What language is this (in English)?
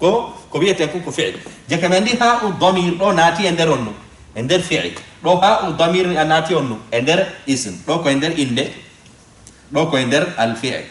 Fula